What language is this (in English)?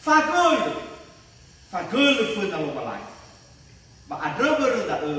Nias